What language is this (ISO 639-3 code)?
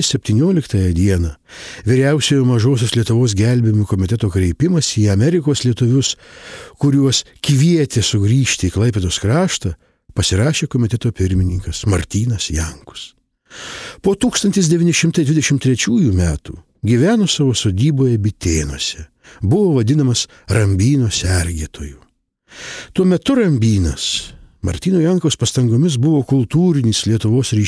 lit